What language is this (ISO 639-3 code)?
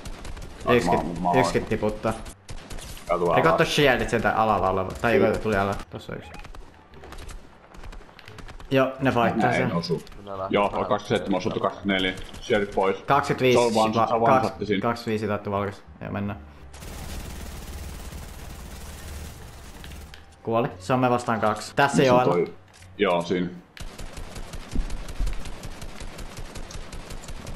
fin